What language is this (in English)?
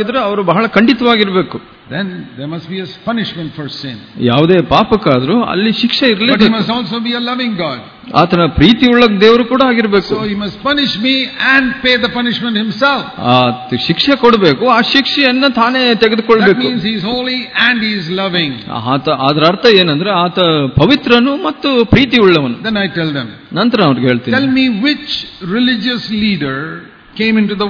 Kannada